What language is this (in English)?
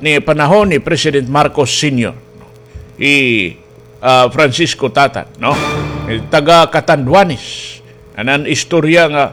Waray